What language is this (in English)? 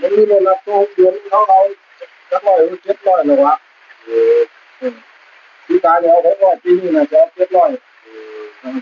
Northeastern Thai